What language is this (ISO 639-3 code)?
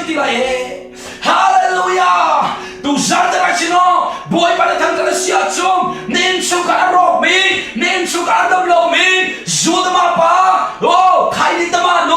cnh